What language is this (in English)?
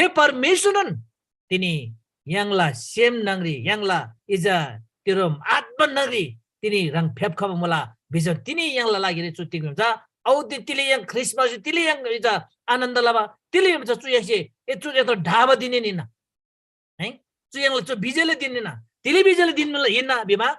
Eastern Tamang